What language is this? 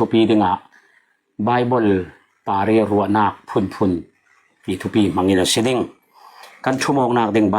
Falam Chin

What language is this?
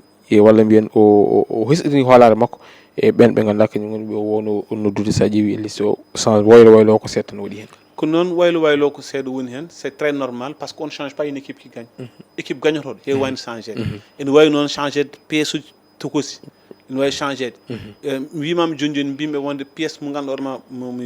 Fula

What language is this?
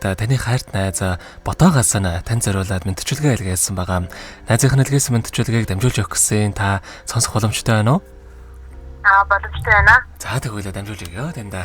Mongolian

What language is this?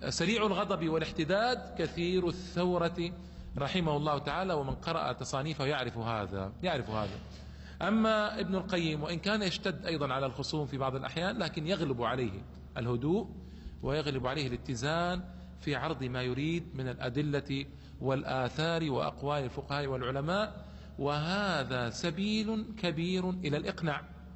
Arabic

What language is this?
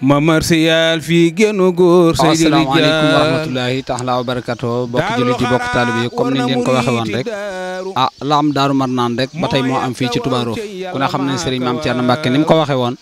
Wolof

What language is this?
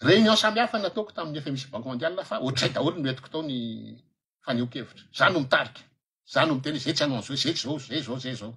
Malagasy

